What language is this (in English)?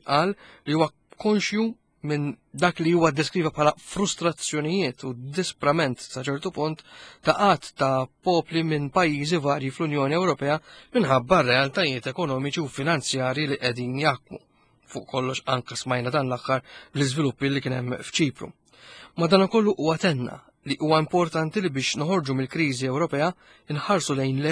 Maltese